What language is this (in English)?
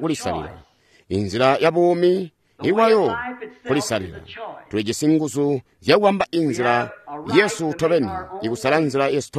Tonga (Zambia)